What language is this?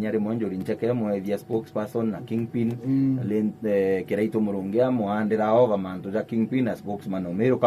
Meru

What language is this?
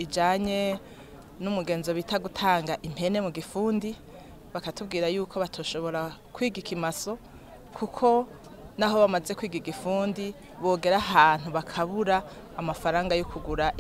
Rundi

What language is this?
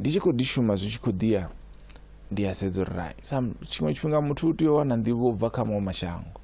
Venda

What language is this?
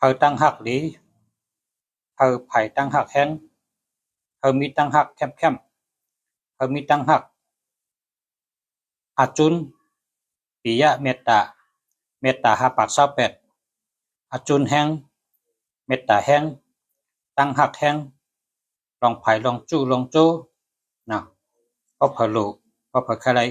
Shan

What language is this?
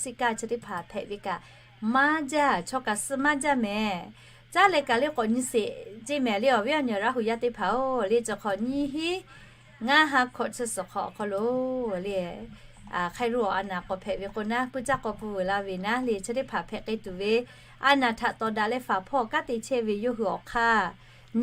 Lahu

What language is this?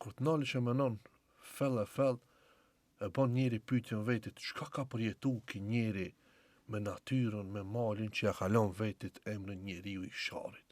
Albanian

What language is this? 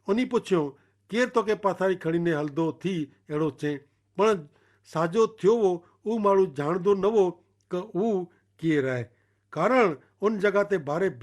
Kachhi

